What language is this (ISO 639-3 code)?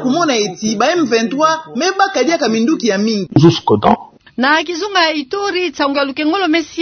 ktu